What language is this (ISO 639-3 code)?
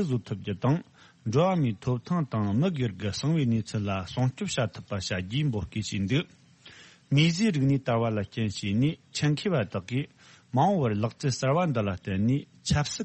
bod